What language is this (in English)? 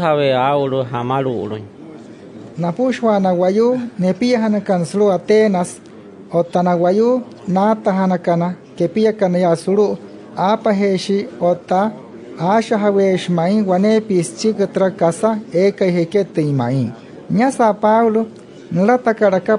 Wayuu